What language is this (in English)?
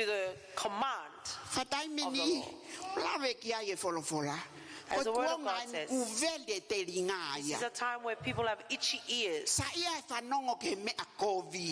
Tongan